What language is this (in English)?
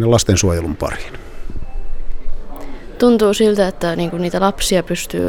Finnish